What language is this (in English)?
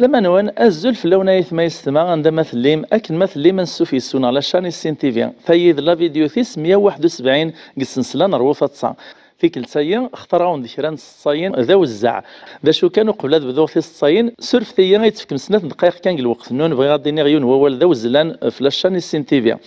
Kabyle